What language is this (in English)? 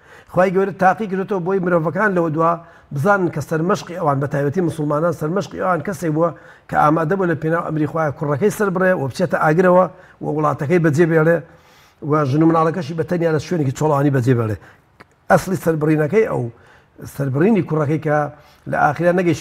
Central Kurdish